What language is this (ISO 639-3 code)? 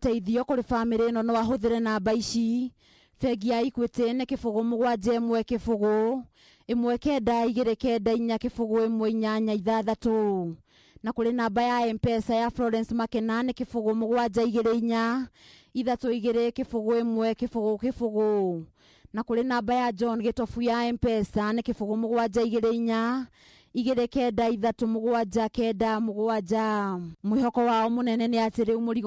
kik